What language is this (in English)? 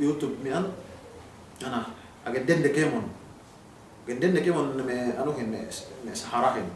Yakan